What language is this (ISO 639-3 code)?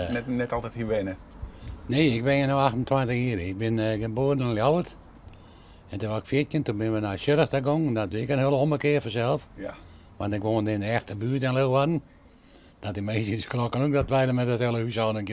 fry